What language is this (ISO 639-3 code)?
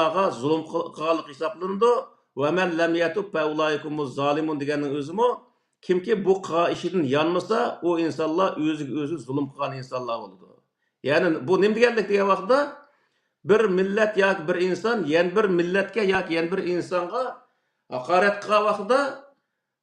uig